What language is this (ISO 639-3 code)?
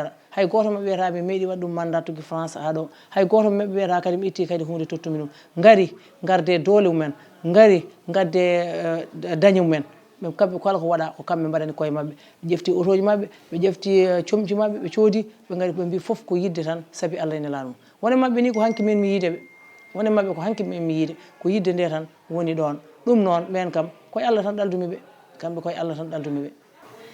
ful